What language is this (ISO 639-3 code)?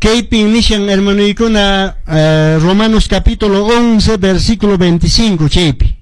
que